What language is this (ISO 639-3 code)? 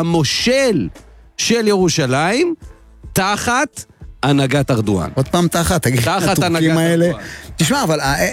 heb